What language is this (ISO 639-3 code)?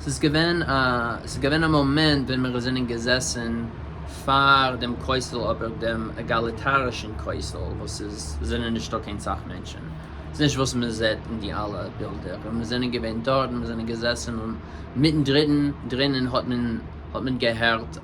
yid